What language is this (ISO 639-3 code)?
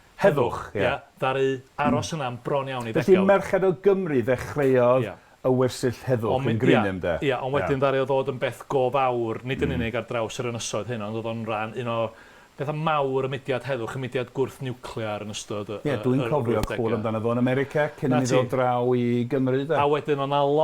cym